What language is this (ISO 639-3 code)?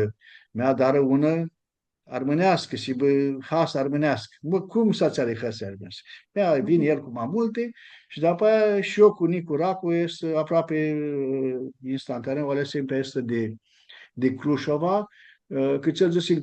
rup